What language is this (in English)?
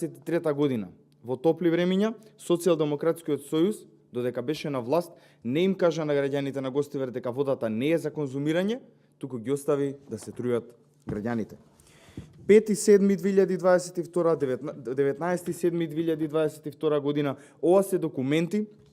Macedonian